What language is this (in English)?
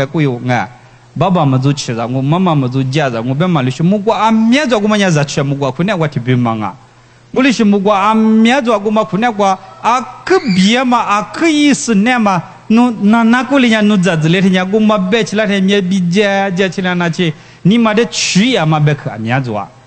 Lisu